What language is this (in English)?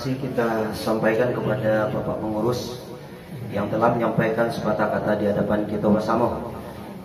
Minangkabau